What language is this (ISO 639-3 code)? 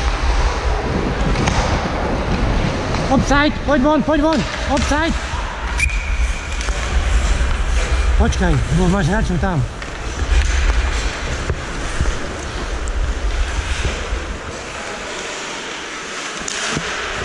slk